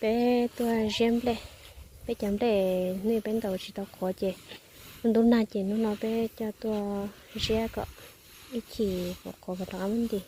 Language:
Hmong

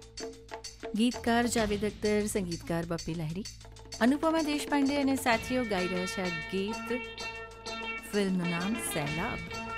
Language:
Gujarati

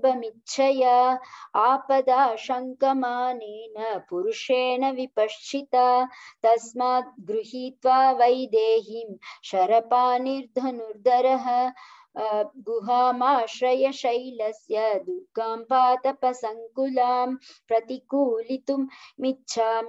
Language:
Sanskrit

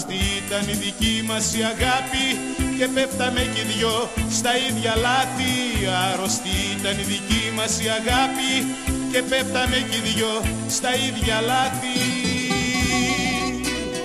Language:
Greek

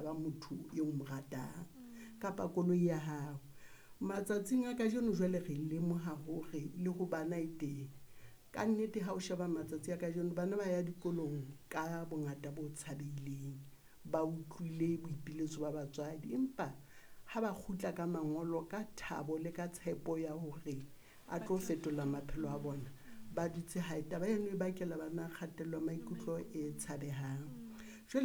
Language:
Southern Sotho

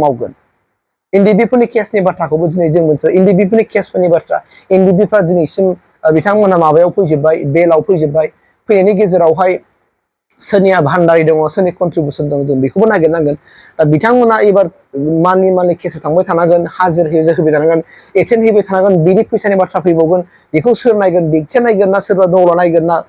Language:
Bodo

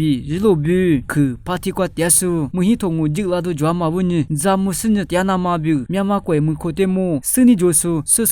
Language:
Lisu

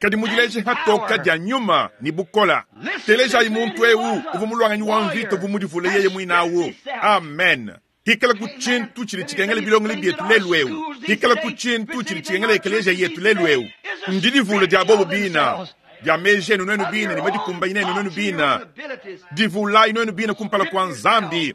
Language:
Luba-Lulua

